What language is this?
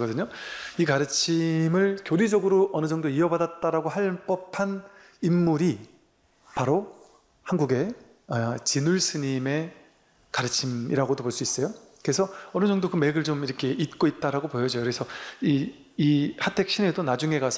Korean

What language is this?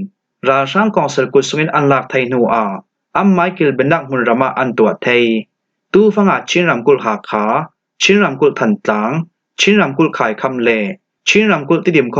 Falam Chin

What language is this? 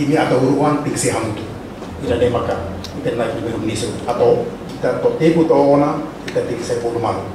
Tetum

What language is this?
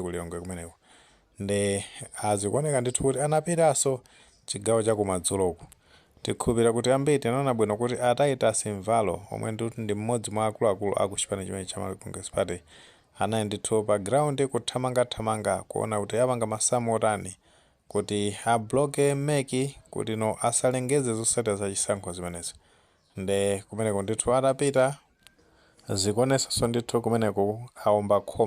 Nyanja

